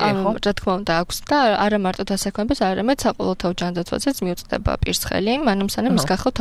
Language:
Georgian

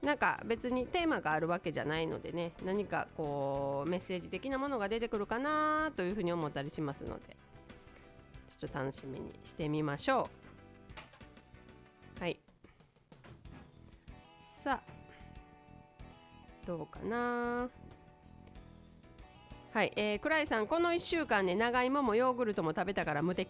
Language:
Japanese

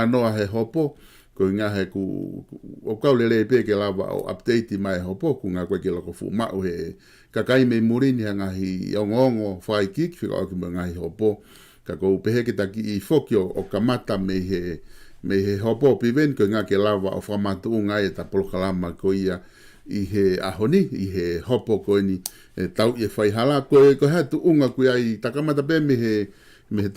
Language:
Tongan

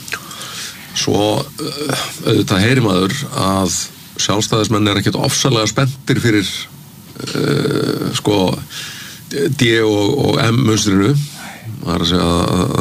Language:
Icelandic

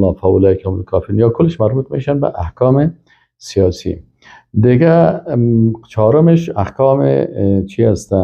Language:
Persian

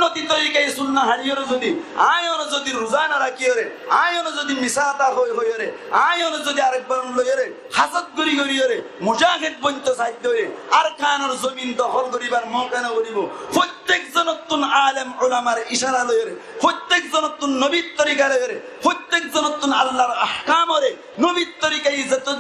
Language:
Rohingya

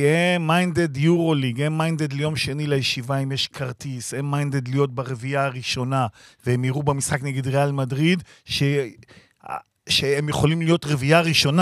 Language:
Hebrew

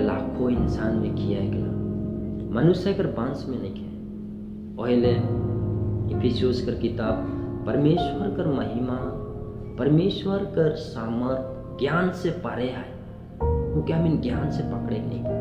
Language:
Sadri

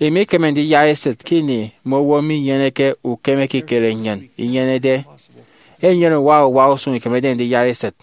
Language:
Efik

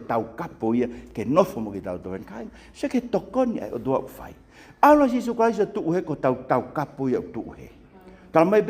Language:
Tongan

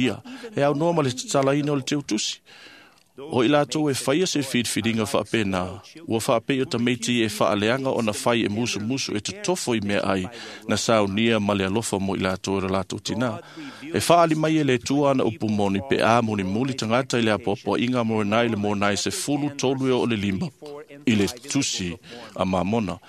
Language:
Samoan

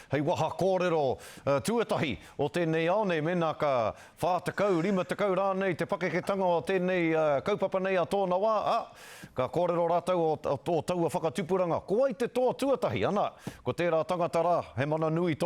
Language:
Māori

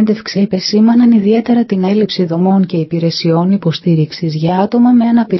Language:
Greek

